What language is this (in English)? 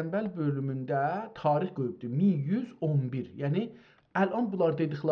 South Azerbaijani